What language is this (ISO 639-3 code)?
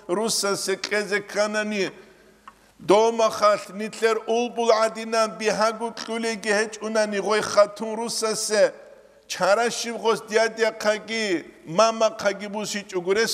ava